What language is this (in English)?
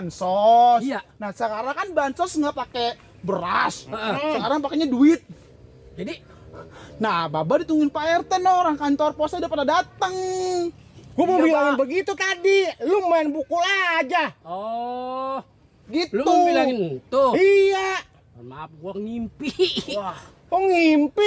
Betawi